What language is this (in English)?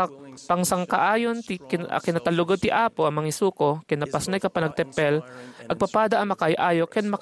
Iloko